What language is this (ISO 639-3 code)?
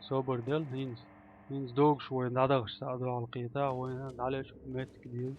che